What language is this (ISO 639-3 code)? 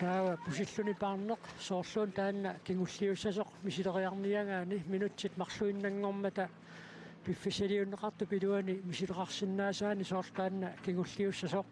kal